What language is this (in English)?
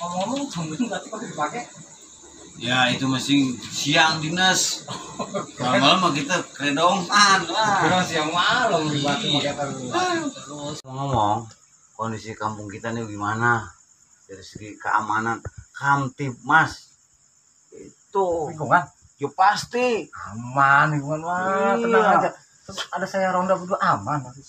Betawi